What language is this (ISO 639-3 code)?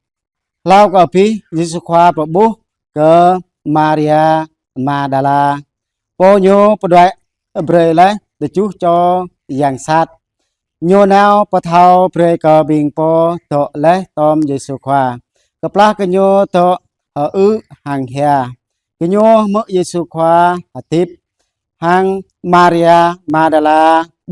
jra